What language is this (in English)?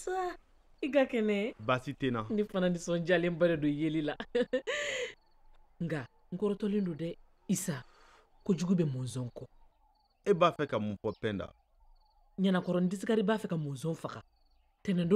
Bambara